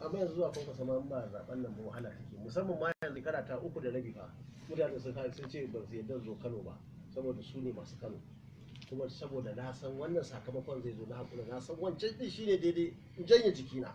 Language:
Hausa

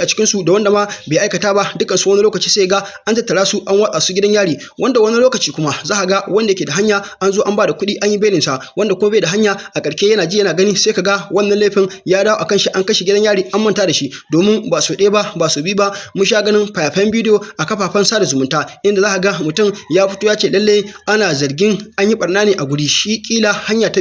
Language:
Hausa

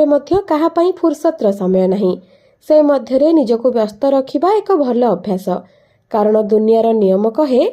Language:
Odia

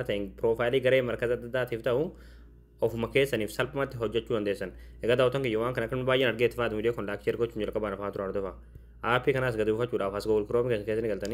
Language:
Oromo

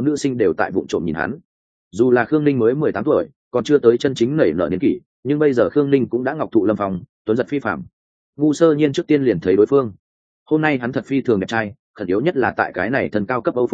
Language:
Vietnamese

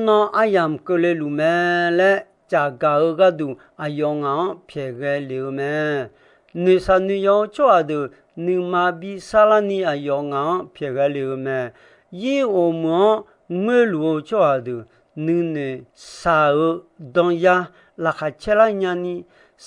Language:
Akha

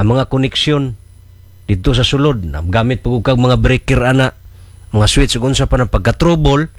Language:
Cebuano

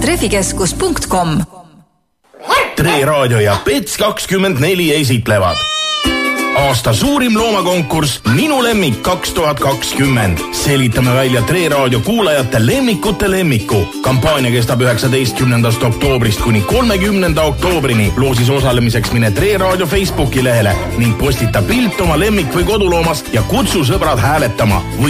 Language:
Estonian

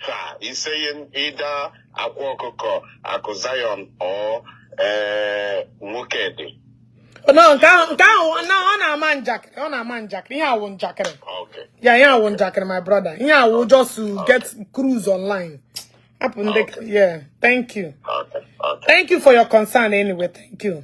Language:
Igbo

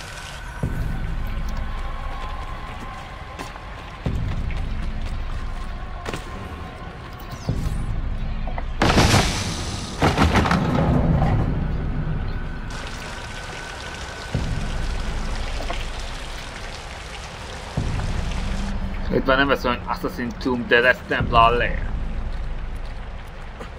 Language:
Hungarian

